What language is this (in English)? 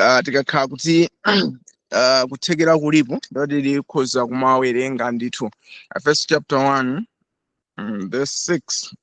Nyanja